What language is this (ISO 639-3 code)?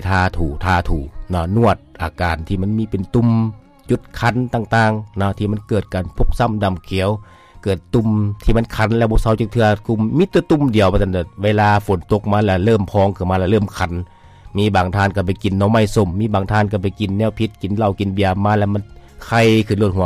lao